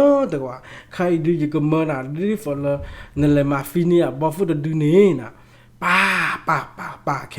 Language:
S'gaw Karen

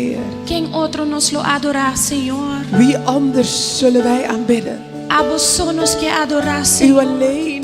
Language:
Papiamento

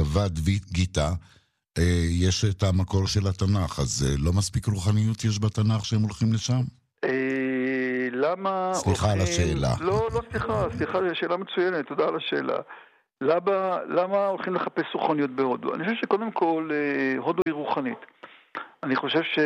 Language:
Hebrew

